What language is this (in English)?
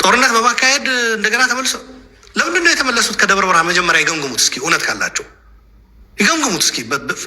Amharic